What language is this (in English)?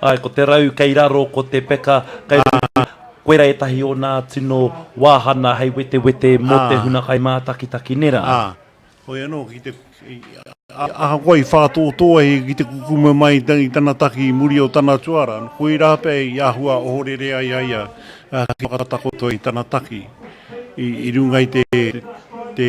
Māori